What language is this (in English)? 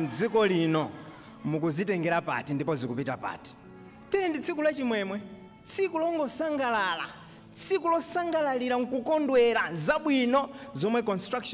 Nyanja